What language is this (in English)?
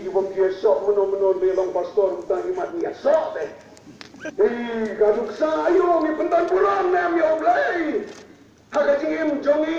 Khasi